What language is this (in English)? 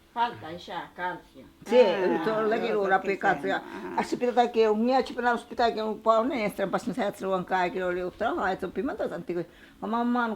Ashéninka Perené